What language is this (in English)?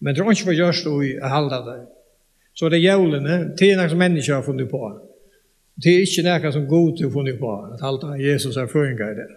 Faroese